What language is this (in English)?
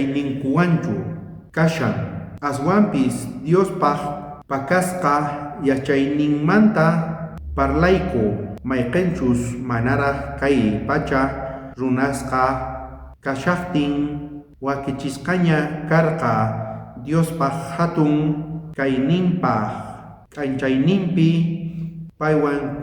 South Bolivian Quechua